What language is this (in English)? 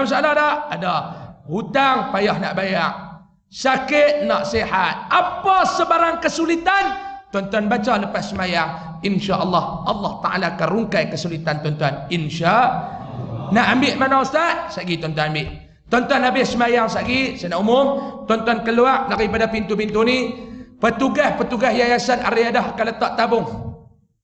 Malay